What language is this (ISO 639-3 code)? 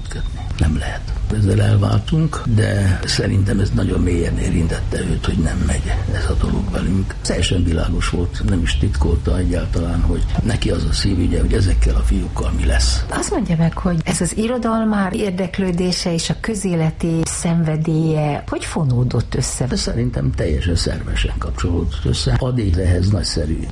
hun